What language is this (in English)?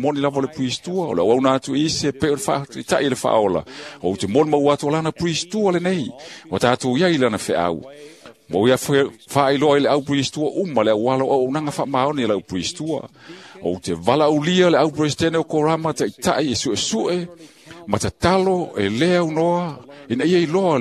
Samoan